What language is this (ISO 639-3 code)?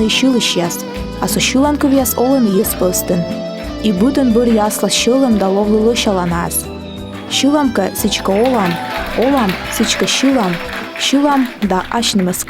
kom